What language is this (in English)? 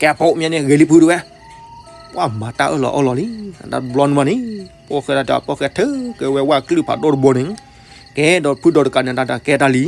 S'gaw Karen